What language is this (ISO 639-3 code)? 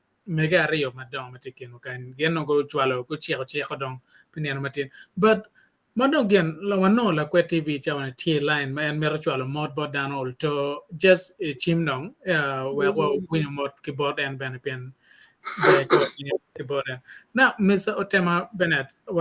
ach